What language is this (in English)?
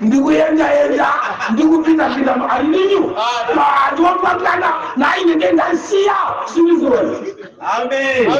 Nyanja